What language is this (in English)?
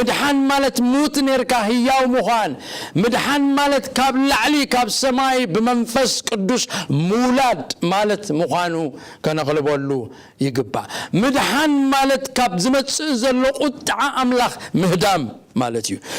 Tigrinya